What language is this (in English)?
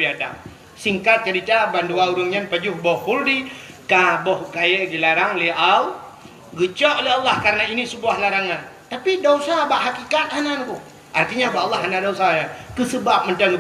Achinese